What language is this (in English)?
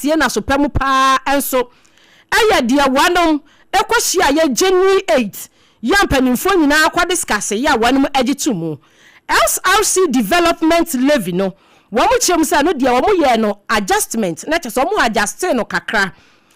Akan